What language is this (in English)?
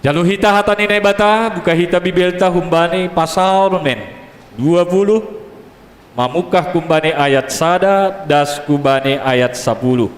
Batak Simalungun